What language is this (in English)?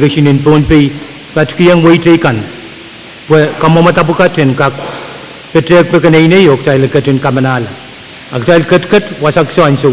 Pohnpeian